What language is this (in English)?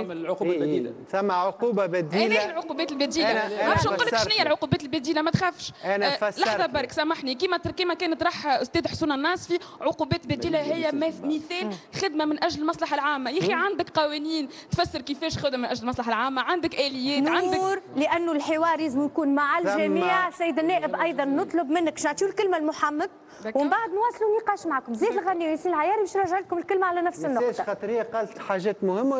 Tunisian Arabic